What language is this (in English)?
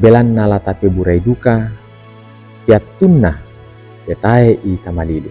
Toraja-Sa'dan